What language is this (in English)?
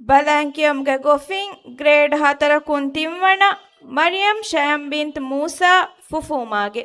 Divehi